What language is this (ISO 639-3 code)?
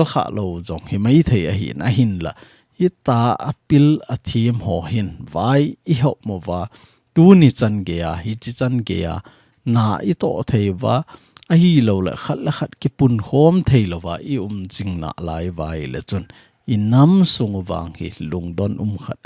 tcz